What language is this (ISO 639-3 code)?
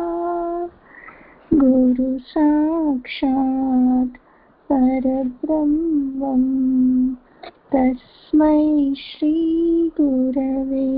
tel